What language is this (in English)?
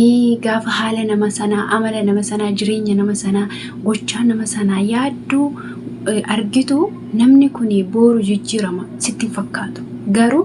Oromo